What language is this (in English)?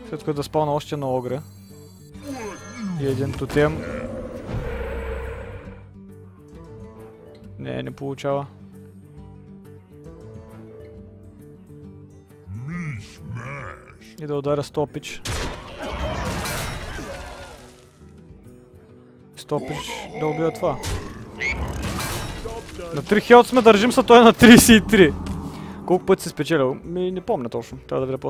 Bulgarian